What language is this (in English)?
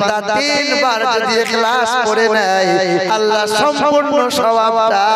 Bangla